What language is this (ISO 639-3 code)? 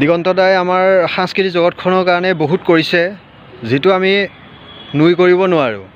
asm